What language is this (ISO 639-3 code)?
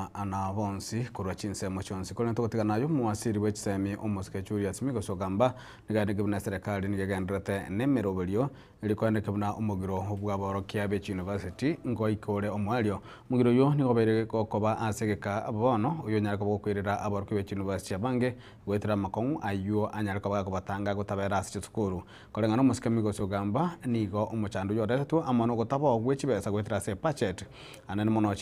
guz